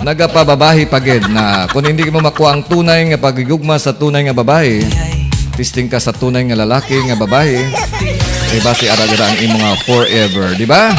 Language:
Hiligaynon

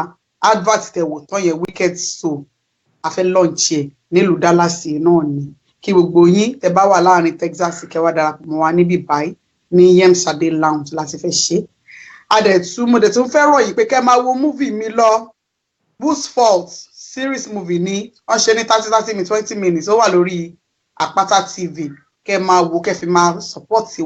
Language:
Yoruba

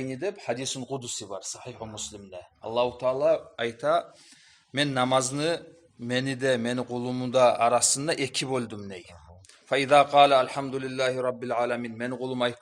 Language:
Kumyk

